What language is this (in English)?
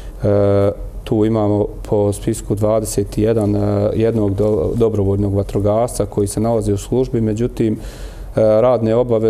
Bosnian